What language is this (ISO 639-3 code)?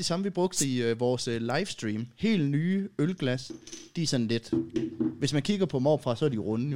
dan